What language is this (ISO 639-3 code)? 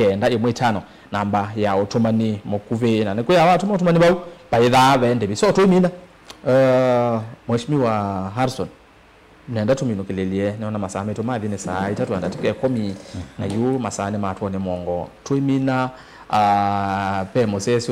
kam